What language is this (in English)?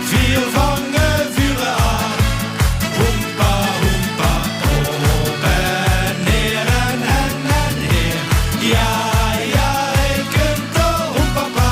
Limburgish